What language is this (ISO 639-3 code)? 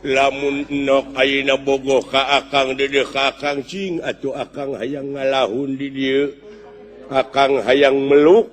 sun